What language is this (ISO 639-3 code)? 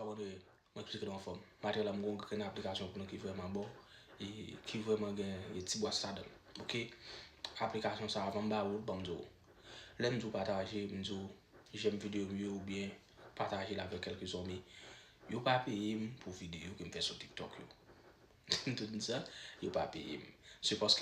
hat